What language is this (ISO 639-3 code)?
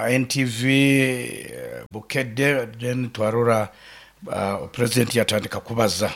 nyo